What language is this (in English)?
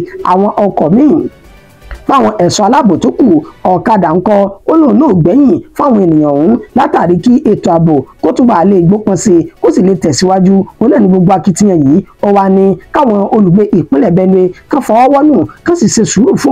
Yoruba